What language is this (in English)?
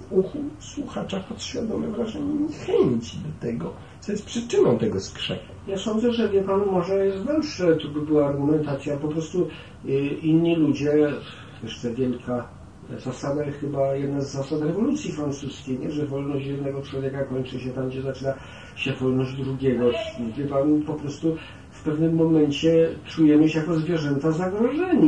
Polish